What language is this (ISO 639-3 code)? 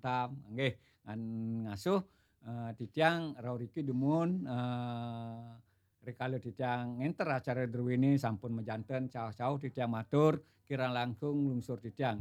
ban